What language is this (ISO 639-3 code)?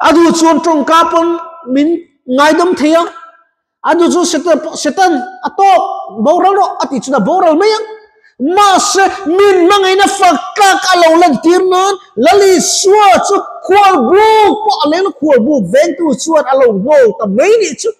lus